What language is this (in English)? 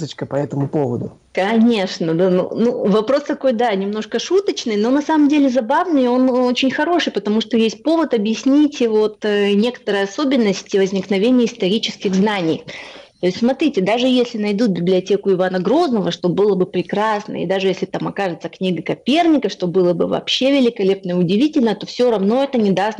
Russian